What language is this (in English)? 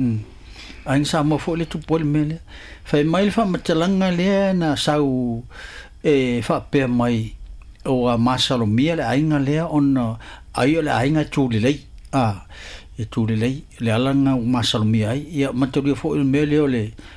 Samoan